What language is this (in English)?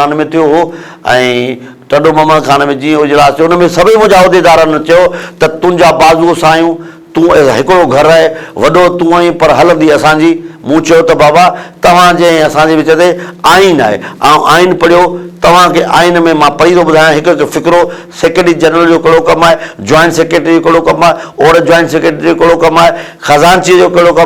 Sindhi